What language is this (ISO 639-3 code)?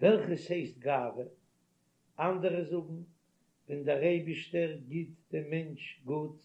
yid